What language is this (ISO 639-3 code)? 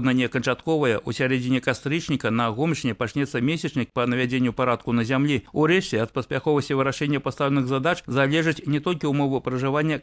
bel